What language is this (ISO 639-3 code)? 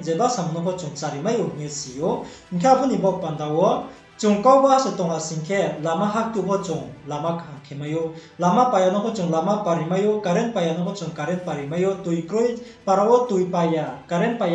ria